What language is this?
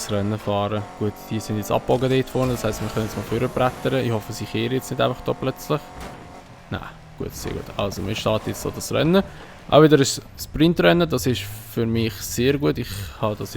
Swiss German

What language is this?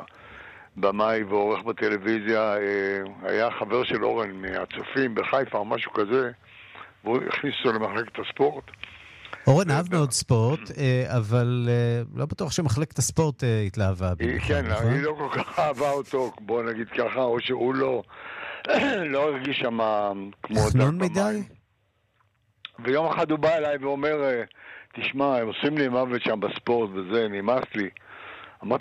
Hebrew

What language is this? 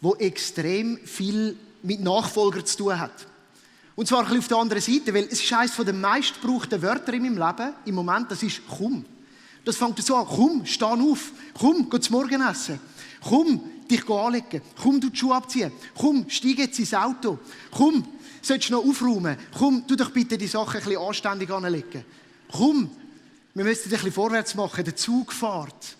Swiss German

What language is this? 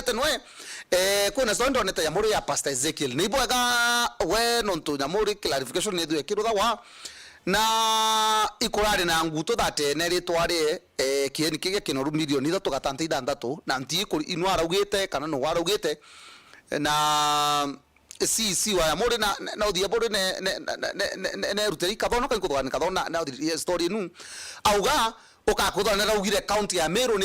Meru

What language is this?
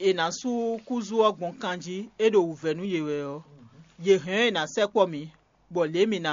Fon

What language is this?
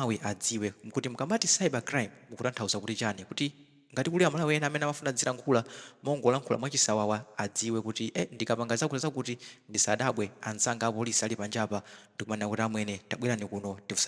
Nyanja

